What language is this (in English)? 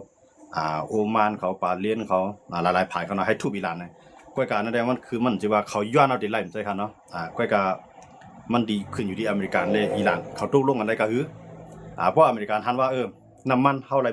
Shan